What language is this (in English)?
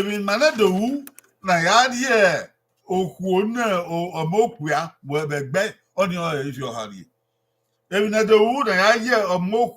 Bini